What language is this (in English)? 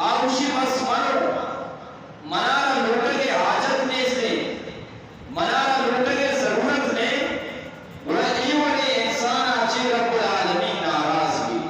Eastern Balochi